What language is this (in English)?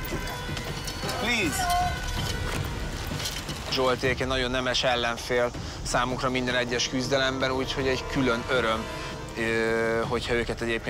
Hungarian